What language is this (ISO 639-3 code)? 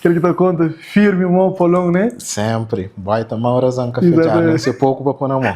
kea